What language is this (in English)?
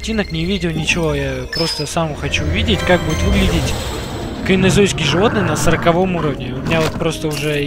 Russian